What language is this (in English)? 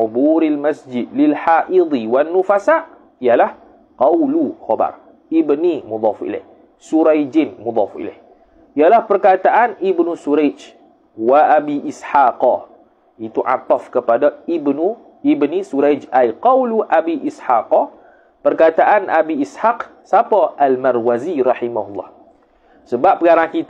Malay